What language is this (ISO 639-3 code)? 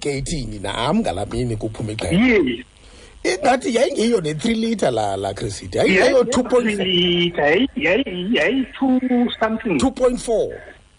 xho